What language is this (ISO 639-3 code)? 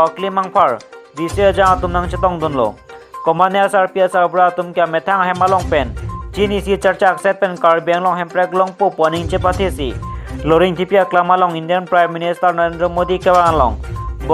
mjw